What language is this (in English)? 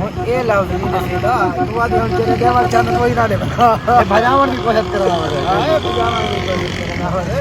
Saraiki